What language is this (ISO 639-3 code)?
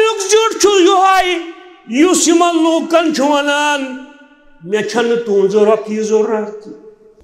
kas